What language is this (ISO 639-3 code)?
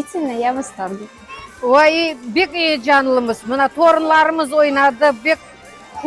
crh